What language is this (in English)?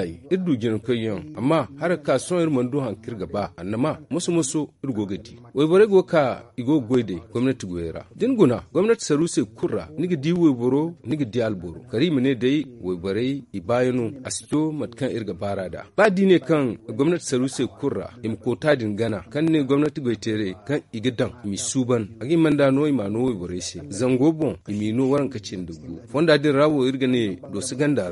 Zarma